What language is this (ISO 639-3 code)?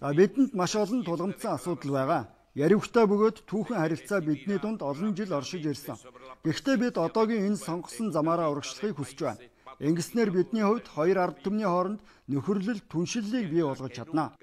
mon